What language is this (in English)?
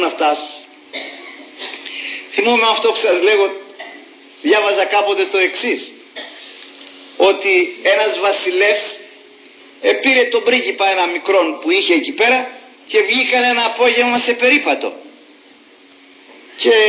Greek